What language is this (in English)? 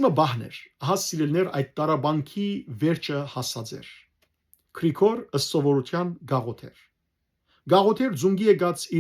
Western Armenian